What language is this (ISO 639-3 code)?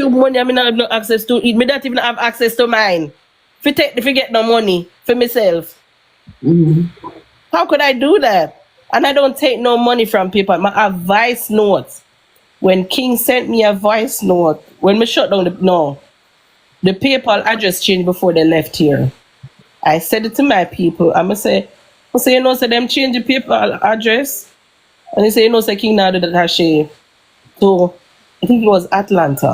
jam